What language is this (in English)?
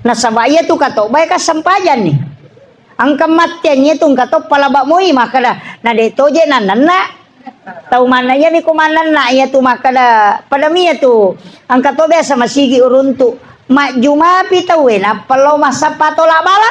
Buginese